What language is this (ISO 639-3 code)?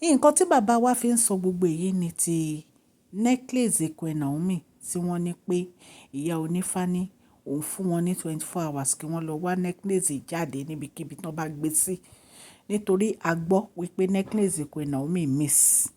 yor